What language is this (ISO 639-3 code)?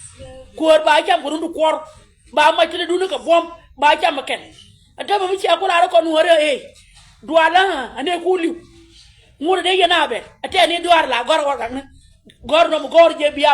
nus